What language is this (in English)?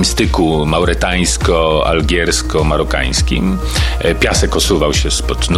Polish